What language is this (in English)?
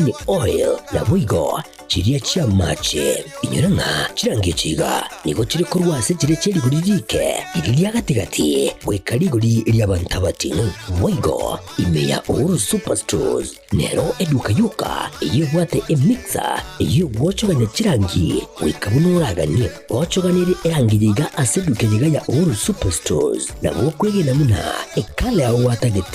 Gusii